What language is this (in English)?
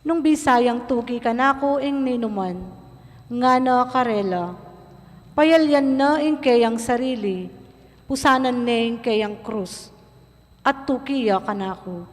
Pampanga